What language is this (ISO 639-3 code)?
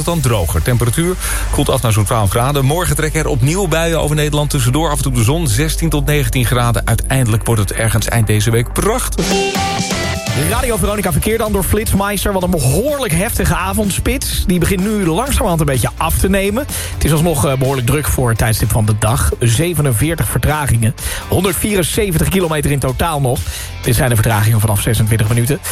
nld